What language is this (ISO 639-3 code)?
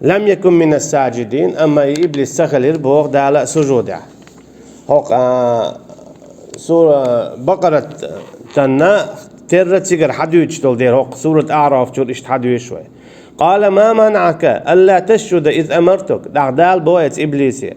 che